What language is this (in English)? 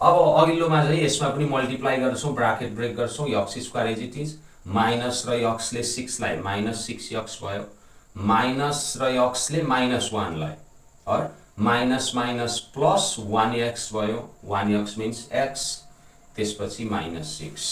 Nepali